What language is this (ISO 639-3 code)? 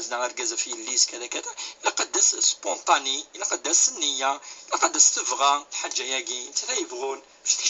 kab